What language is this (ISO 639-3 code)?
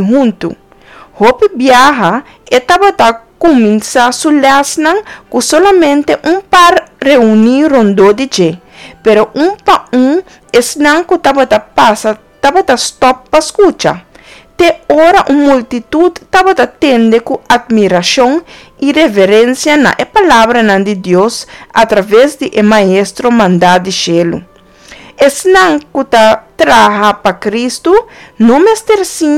pap